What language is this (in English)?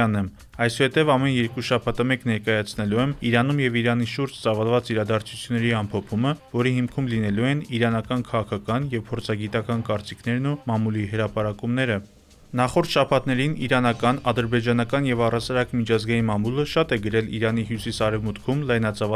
Armenian